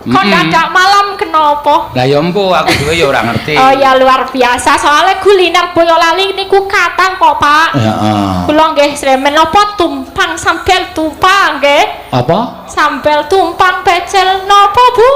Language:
Javanese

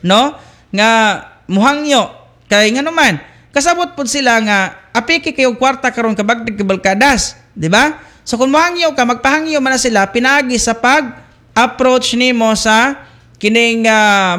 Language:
Cebuano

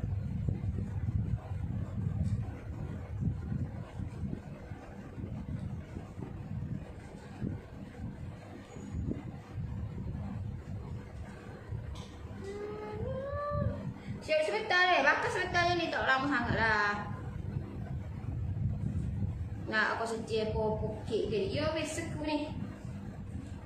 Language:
Malay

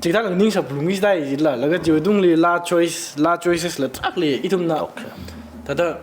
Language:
Tangkhul Naga (India)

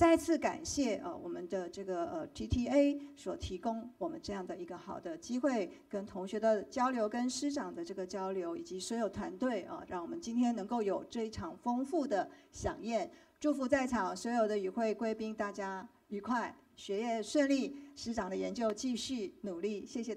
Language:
Chinese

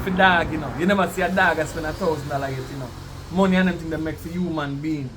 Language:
Jamaican Creole English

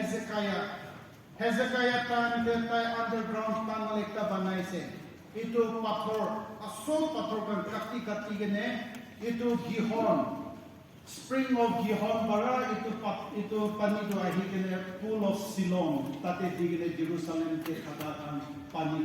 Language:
Naga Pidgin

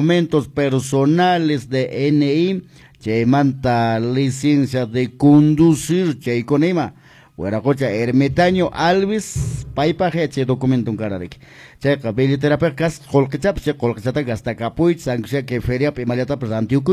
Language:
Quechua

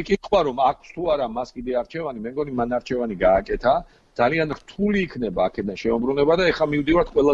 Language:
Georgian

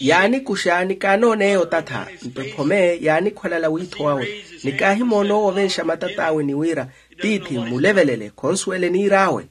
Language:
Makhuwa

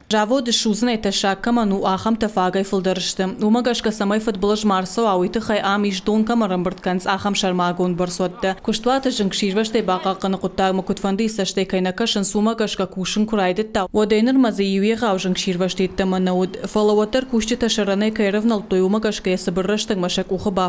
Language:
Ossetic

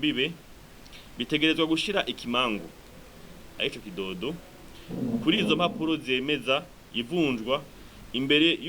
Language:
Rundi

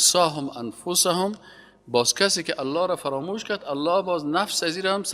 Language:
Persian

